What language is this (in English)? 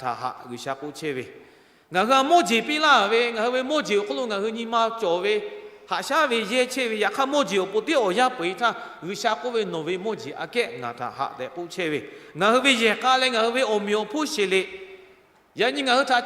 Lahu